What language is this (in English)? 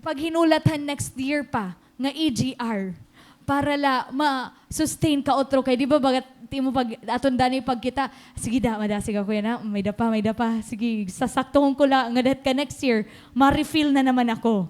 Waray